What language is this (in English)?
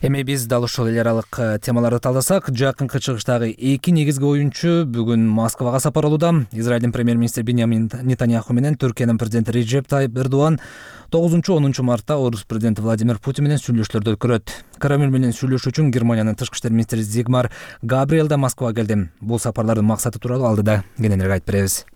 Kyrgyz